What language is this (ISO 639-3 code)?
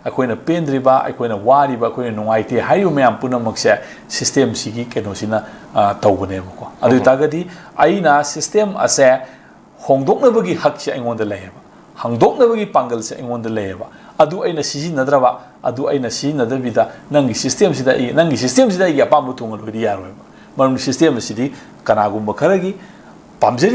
mni